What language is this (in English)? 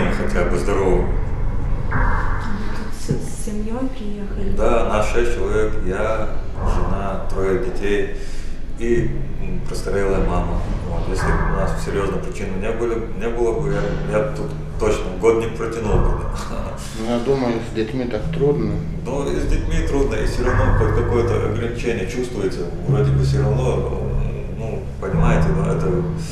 Russian